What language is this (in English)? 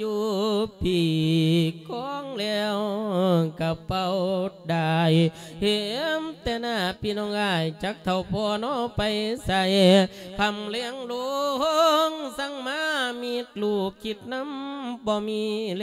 Lao